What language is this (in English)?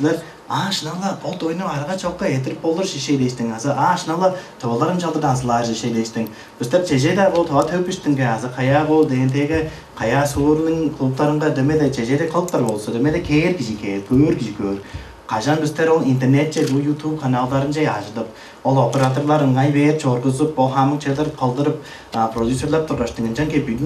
Tuvinian